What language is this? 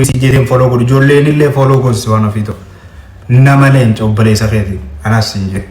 Oromo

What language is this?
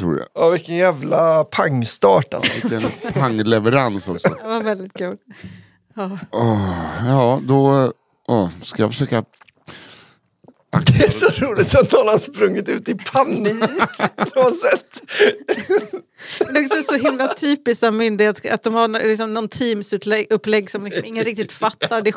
Swedish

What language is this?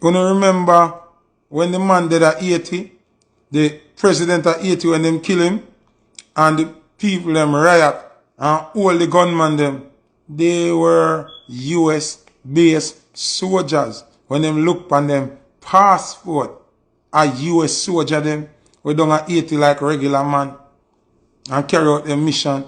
Jamaican Creole English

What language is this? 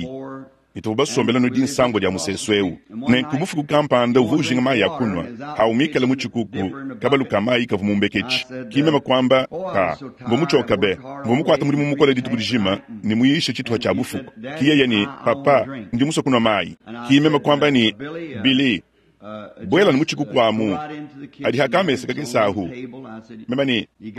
Luba-Lulua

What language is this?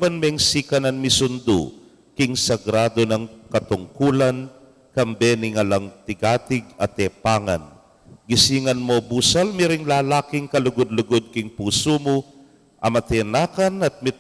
Pampanga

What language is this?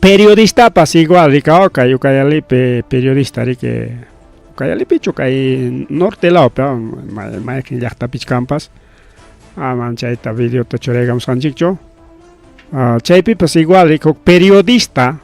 Ayacucho Quechua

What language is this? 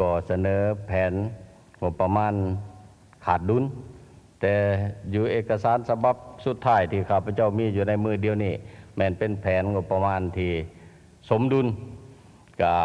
Lao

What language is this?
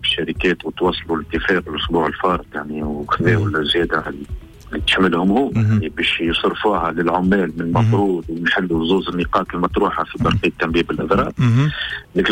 Tunisian Arabic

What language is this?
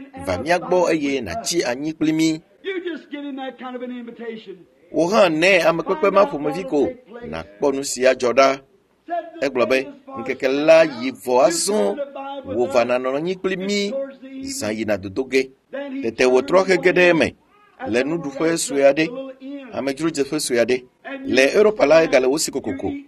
Ewe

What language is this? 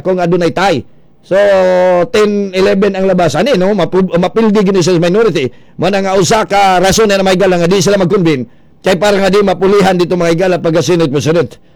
Cebuano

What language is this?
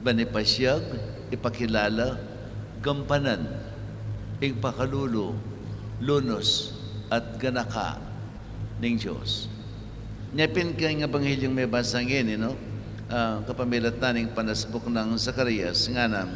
Pampanga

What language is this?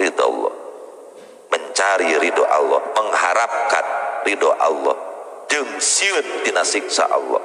Sundanese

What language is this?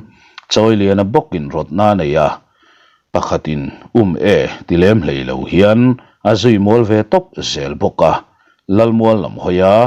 Mizo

